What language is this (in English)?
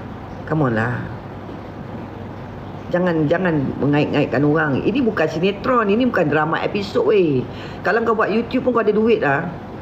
Malay